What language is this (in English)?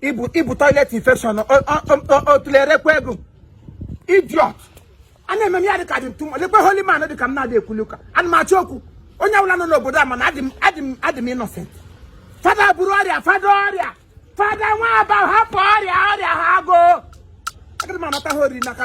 Igbo